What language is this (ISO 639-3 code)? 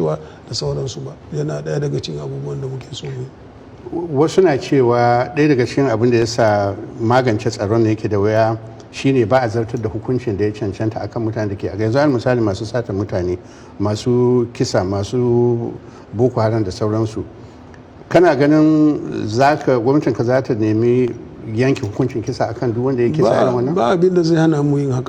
hau